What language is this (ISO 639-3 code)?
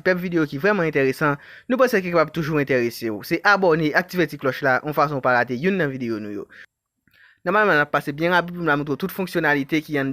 hat